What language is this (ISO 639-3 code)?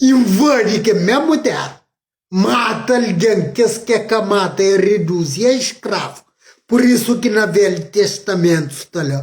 kea